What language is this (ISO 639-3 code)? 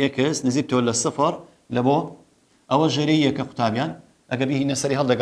ckb